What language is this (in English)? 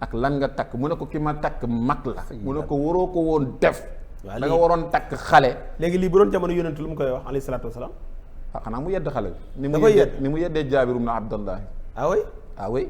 Wolof